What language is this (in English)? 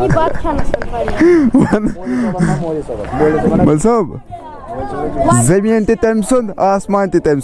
Kashmiri